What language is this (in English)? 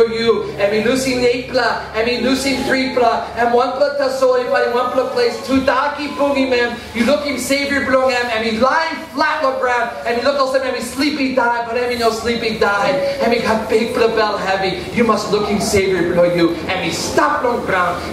Tok Pisin